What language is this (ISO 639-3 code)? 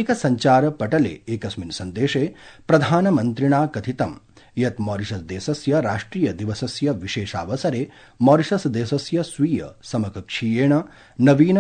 san